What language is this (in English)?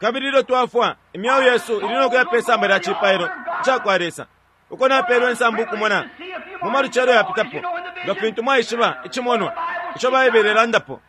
Bemba